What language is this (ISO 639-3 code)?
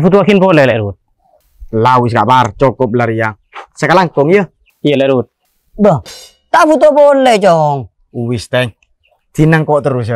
mad